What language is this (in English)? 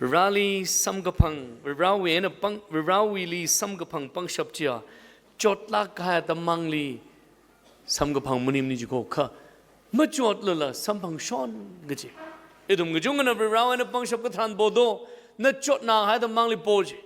Tangkhul Naga (India)